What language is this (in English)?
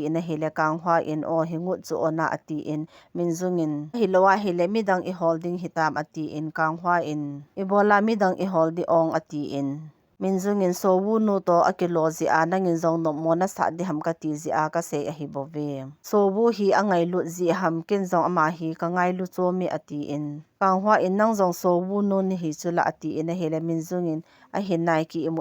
Thado Chin